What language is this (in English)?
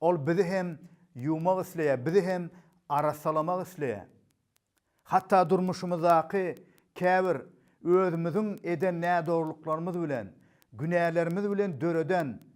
Turkmen